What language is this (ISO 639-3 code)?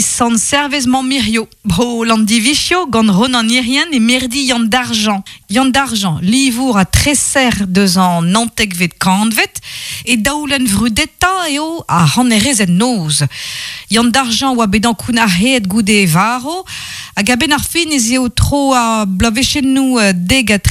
bre